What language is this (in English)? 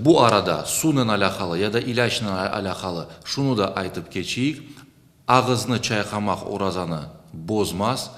Crimean Tatar